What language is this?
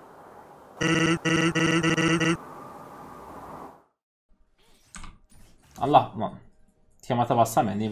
Turkish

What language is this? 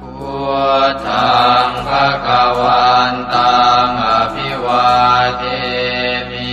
Pali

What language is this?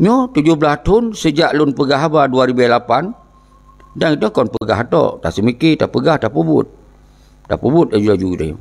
Achinese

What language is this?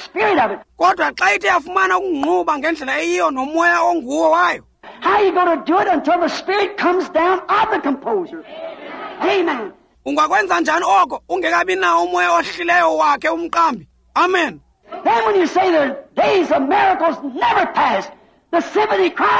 Xhosa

